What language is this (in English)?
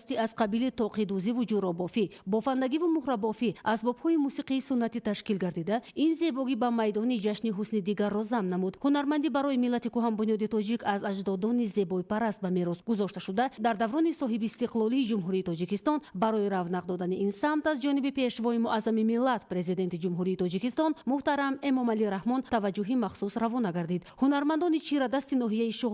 Tajik